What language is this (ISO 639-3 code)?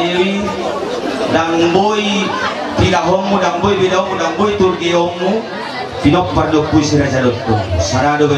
bbc